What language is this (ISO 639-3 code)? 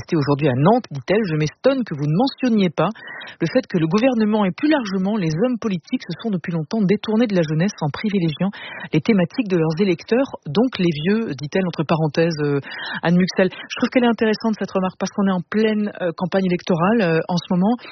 fra